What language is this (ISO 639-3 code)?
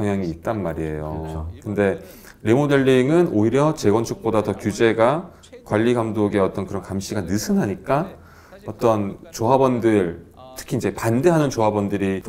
kor